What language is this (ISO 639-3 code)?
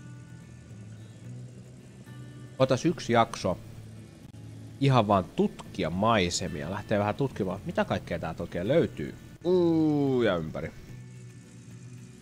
fin